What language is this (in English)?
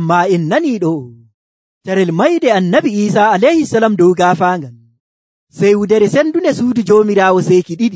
Nigerian Fulfulde